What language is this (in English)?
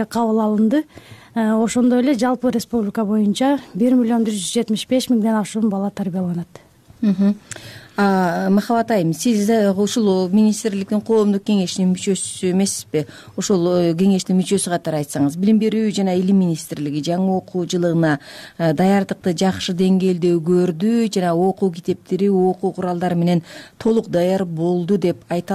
Kyrgyz